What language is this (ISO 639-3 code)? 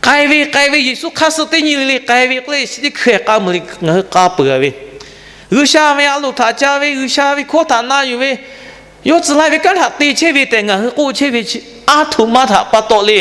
lhu